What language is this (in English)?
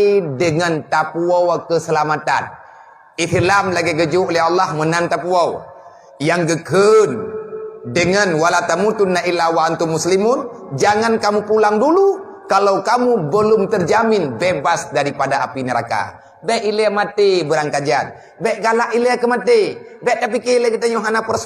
Achinese